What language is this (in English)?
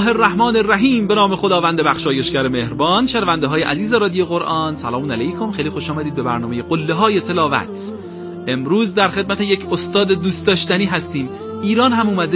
Persian